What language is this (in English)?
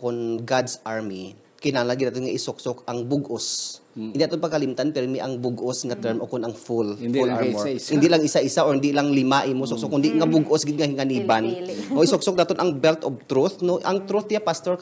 Hiligaynon